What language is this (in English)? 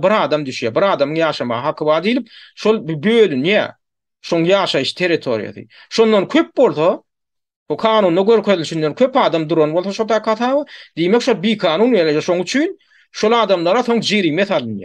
Turkmen